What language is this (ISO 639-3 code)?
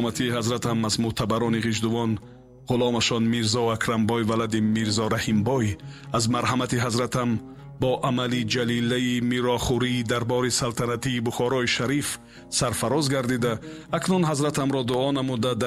tgk